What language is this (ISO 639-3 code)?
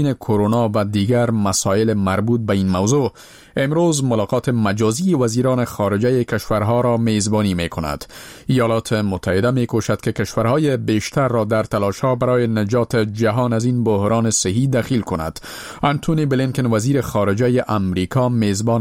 fas